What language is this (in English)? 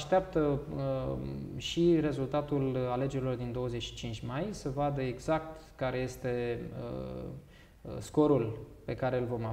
Romanian